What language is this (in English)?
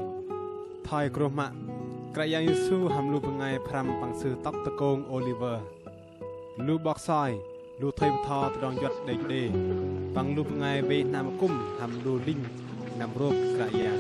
Bahnar